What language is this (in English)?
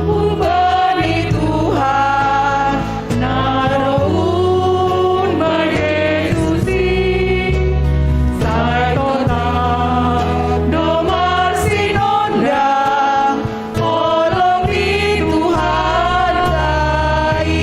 Batak Simalungun